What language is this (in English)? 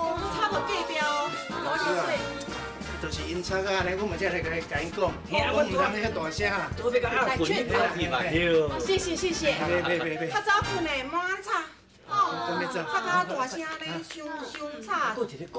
Min Nan Chinese